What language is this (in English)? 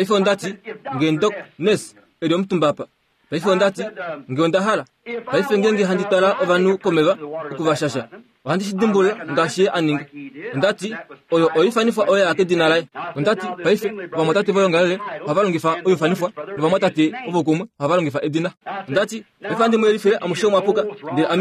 Kuanyama